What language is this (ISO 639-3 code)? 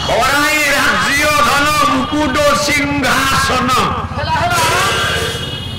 ori